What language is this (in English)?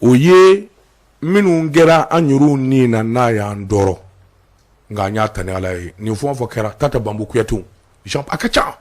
Bambara